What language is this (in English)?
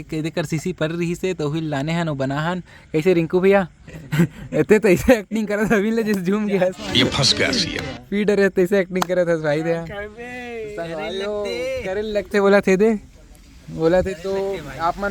Chhattisgarhi